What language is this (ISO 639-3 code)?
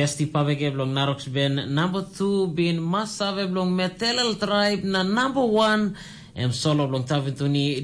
tpi